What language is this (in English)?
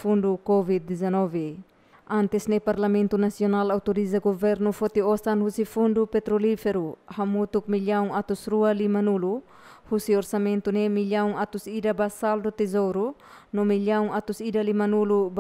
Tetum